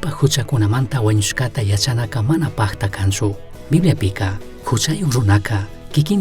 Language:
Chimborazo Highland Quichua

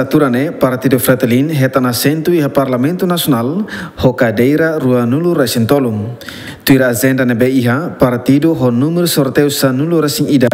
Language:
Tetum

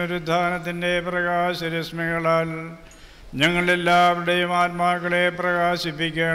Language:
Malayalam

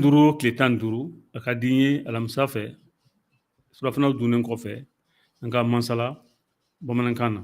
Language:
Bambara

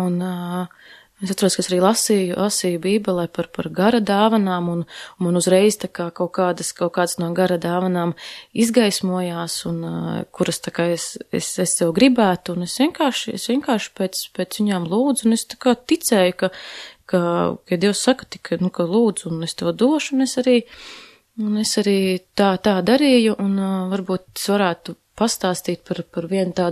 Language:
Latvian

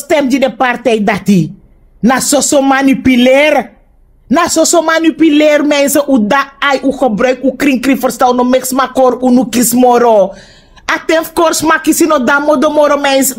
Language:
Sranan Tongo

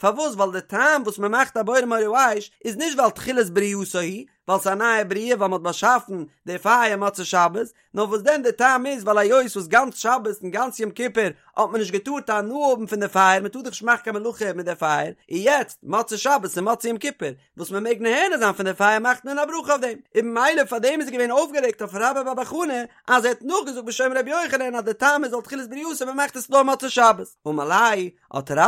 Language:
Yiddish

